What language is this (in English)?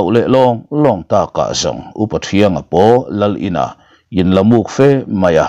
Mizo